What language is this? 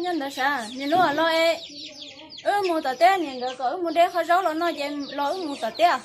Hmong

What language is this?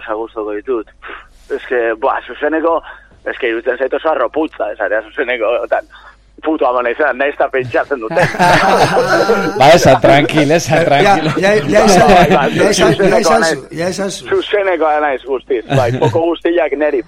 Basque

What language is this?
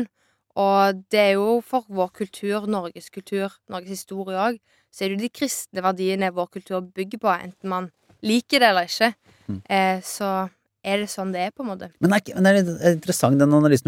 Norwegian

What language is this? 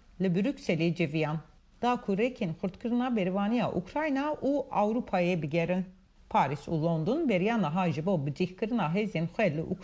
Kurdish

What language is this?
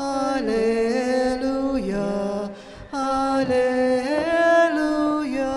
Pampanga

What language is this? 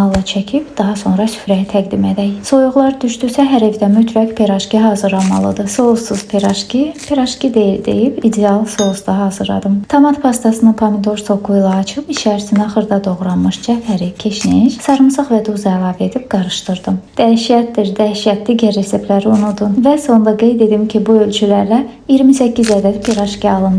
Azerbaijani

